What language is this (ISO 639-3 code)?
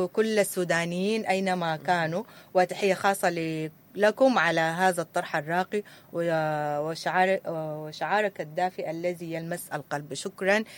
apd